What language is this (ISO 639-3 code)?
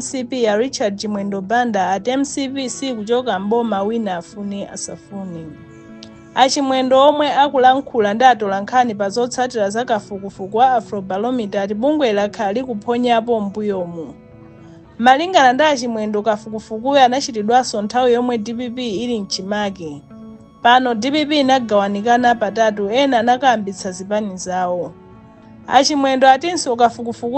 nya